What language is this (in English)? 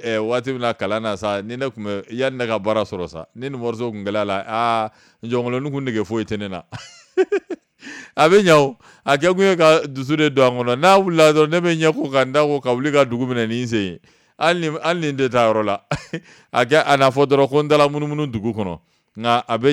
Bambara